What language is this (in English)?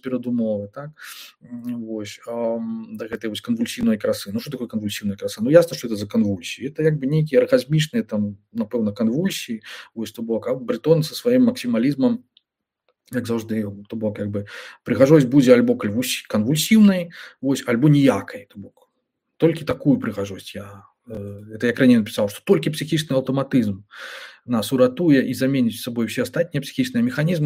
Belarusian